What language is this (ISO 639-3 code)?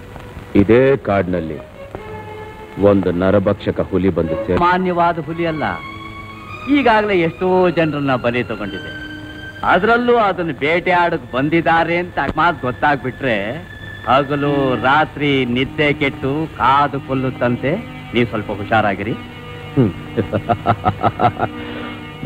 kan